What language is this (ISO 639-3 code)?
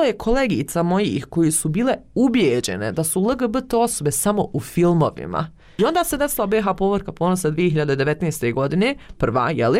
bos